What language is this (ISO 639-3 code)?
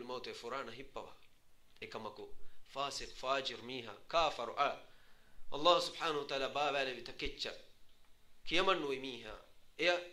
div